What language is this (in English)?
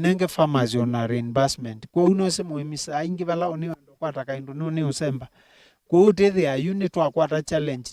Kamba